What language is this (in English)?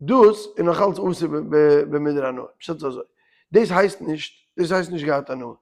Yiddish